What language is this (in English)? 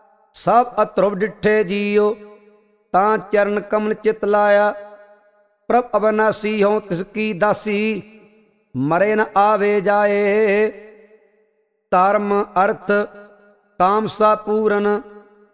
Punjabi